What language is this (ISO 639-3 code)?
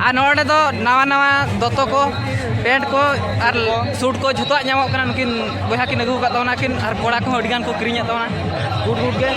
sat